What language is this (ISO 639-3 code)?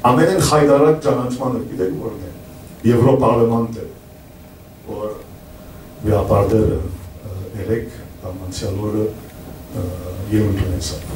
hyw